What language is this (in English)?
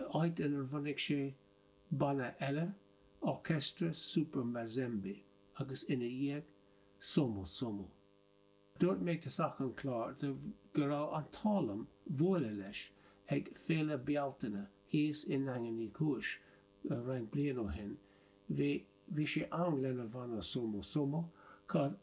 Irish